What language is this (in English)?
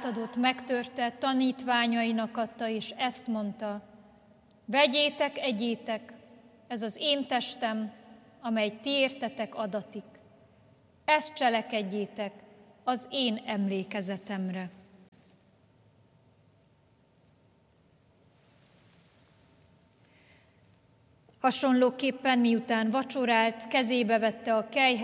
Hungarian